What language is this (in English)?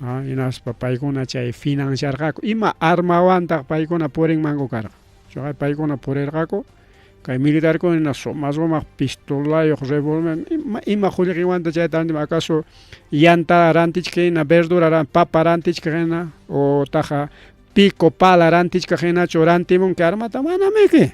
Ayacucho Quechua